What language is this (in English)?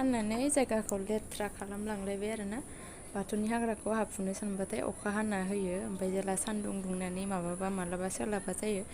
Bodo